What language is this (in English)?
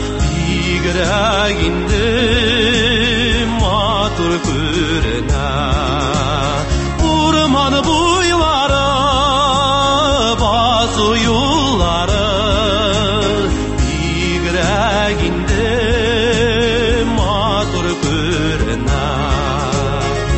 Tatar